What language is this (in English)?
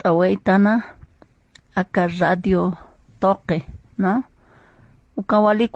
Aymara